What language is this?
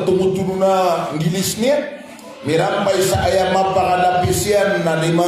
Maranao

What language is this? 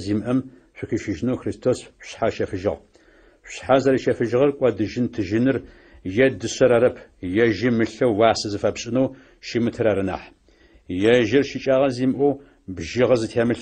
Adyghe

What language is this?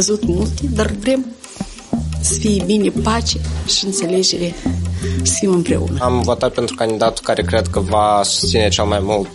Romanian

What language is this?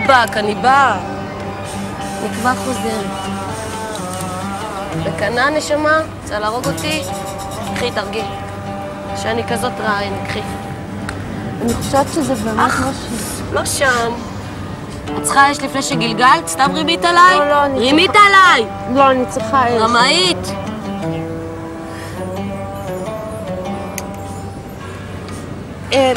Hebrew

